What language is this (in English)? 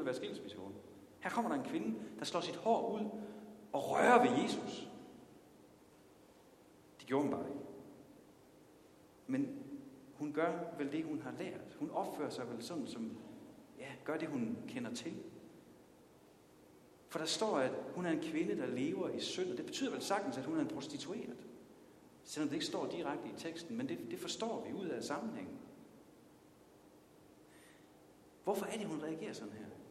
Danish